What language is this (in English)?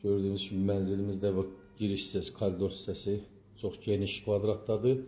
Azerbaijani